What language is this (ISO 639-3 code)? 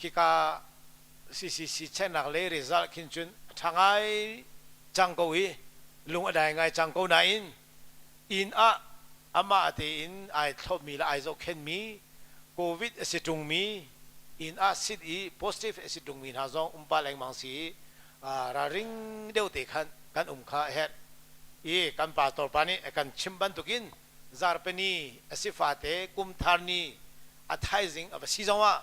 cnh